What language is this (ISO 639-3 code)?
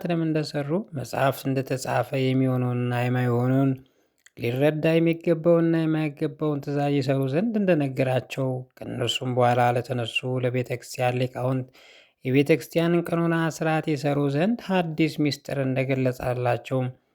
amh